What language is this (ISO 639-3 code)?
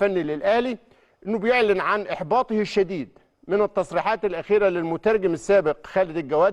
arz